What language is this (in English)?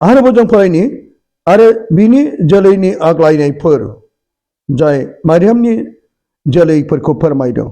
Bodo